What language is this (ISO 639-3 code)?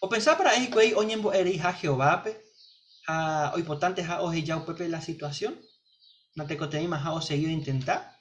grn